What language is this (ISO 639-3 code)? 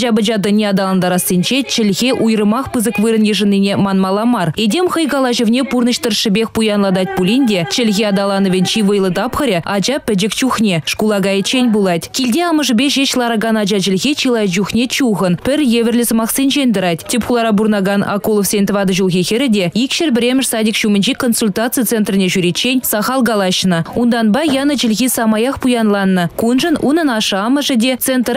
chv